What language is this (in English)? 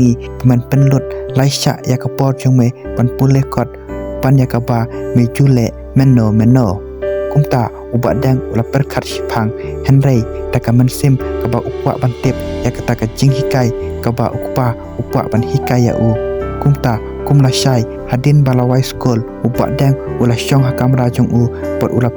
Khasi